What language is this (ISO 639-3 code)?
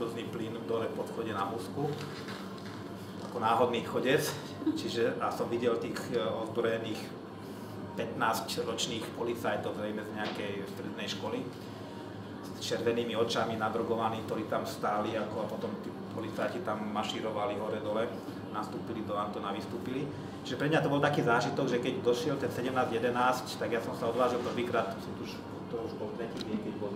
slk